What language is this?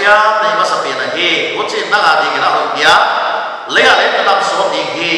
Paite Chin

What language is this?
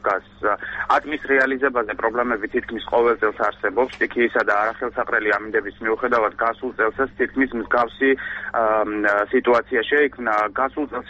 Georgian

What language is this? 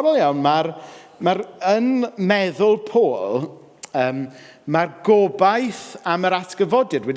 Welsh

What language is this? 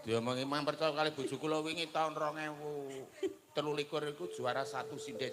Javanese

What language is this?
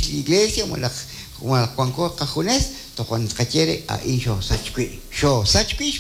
Kekchí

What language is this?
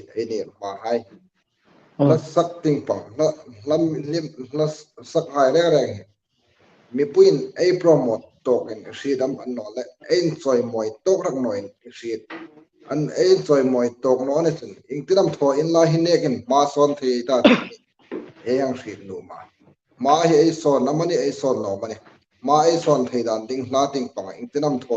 Hmar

